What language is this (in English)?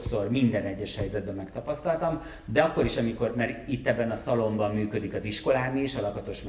Hungarian